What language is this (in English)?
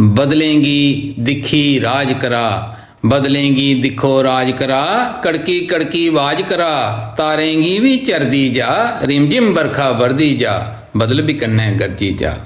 Dogri